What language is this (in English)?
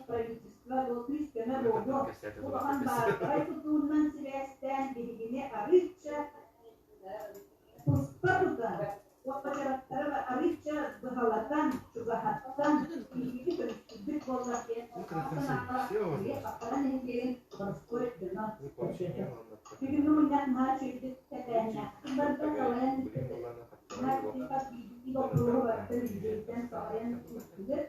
Yakut